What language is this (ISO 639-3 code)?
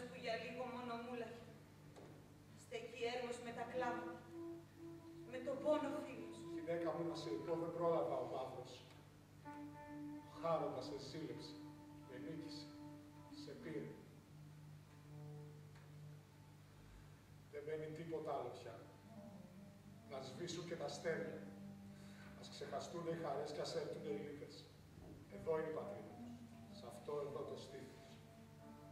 ell